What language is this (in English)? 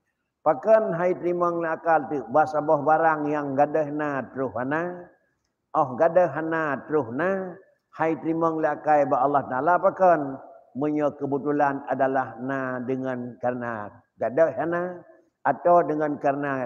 Achinese